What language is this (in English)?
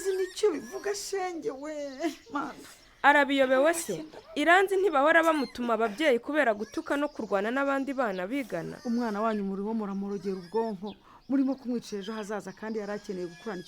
Kinyarwanda